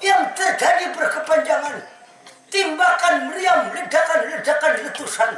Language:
Banjar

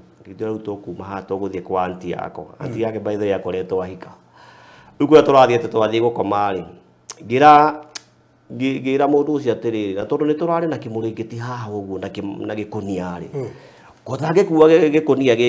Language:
Kikuyu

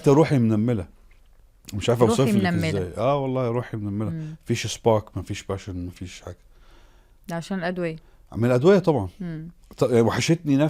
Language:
Egyptian Arabic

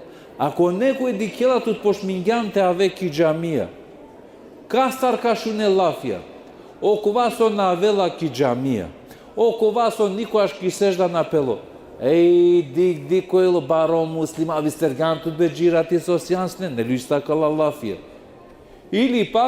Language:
Balkan Romani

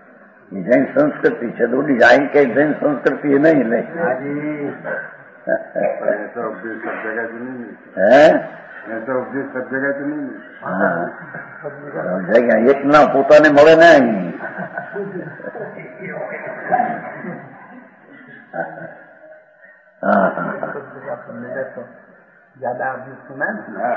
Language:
Gujarati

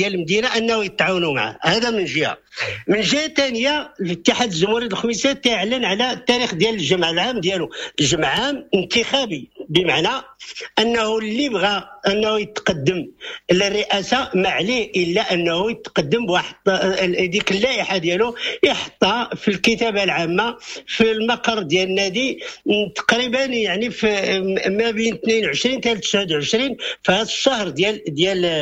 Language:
Moroccan Arabic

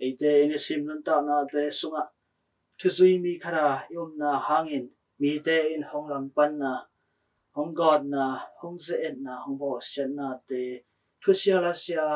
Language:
Tedim Chin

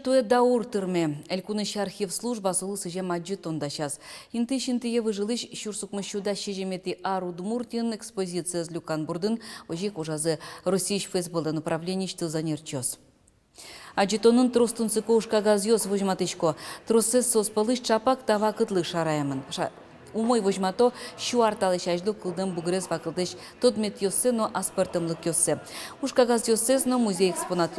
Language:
Udmurt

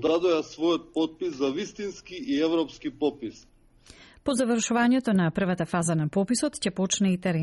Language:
Macedonian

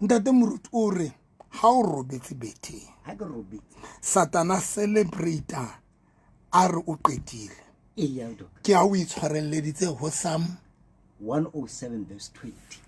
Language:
Southern Sotho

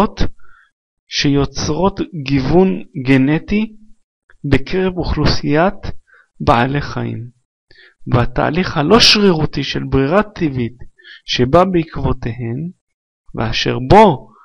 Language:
Hebrew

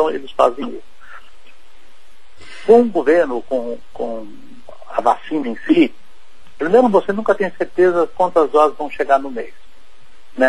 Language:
Portuguese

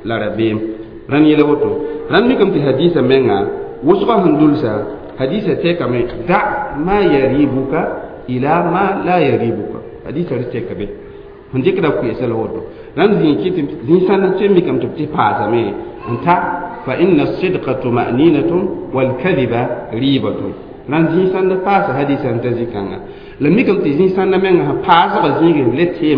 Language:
Mossi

